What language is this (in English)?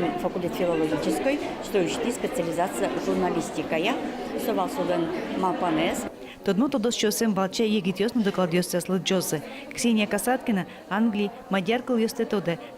Udmurt